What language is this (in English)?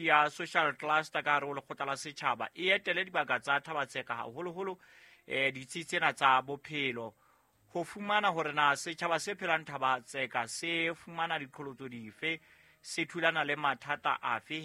Southern Sotho